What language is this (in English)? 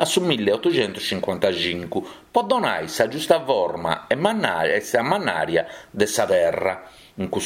Sardinian